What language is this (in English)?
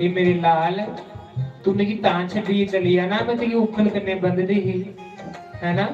Dogri